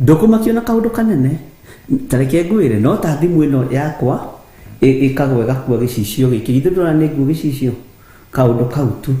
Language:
Kikuyu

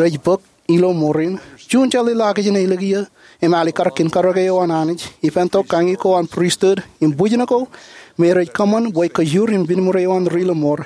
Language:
Marshallese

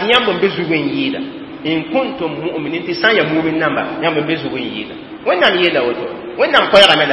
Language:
Mossi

